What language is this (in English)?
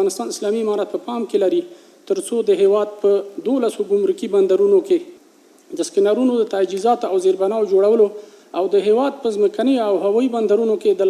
Pashto